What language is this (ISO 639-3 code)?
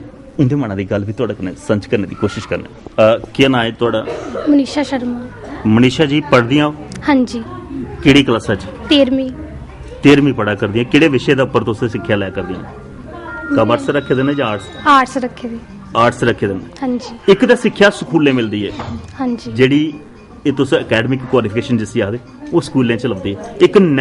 doi